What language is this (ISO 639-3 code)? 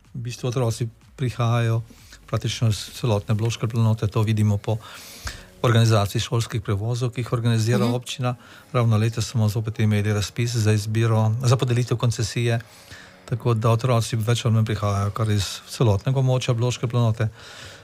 slv